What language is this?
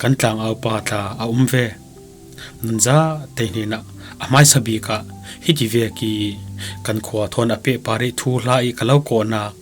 Falam Chin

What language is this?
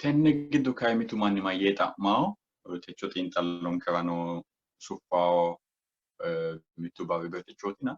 Sidamo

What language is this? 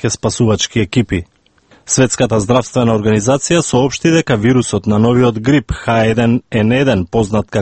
Macedonian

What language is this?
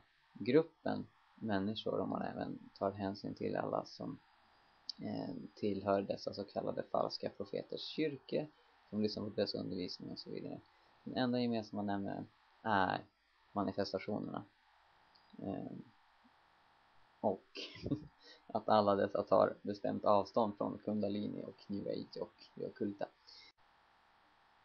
Swedish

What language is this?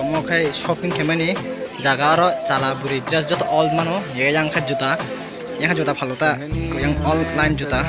Kok Borok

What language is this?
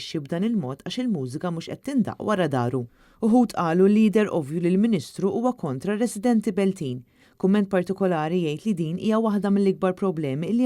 Maltese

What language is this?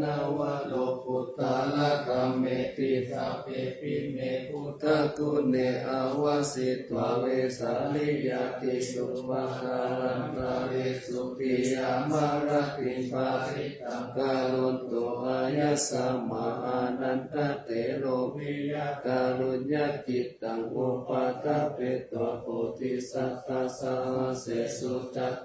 Pali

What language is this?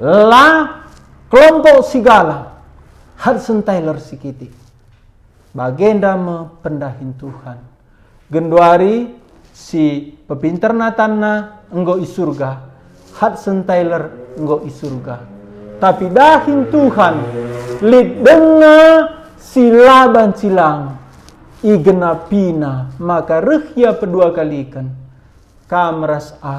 Batak Karo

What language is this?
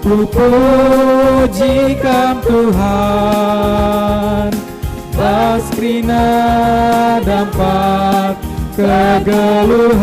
Batak Karo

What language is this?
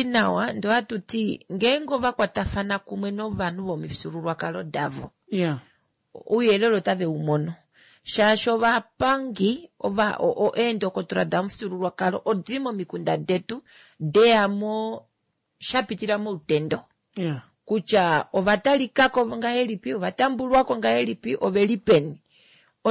Kuanyama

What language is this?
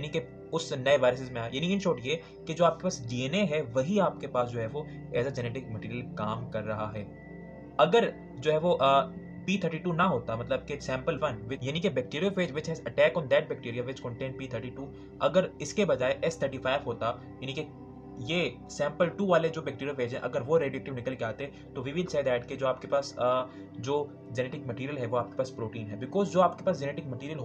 Hindi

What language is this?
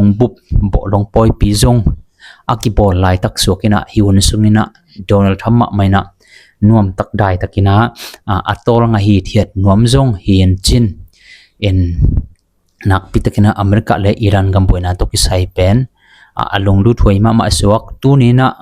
Tedim Chin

